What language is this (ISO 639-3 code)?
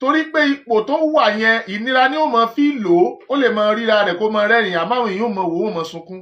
yor